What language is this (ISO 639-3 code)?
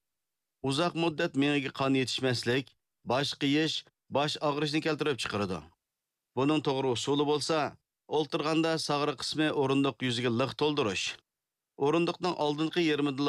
uig